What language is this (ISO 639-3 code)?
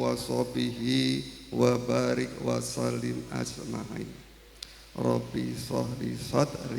jav